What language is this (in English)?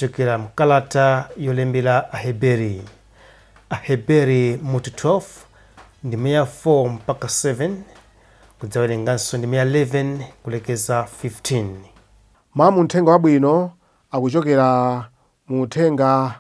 Nyanja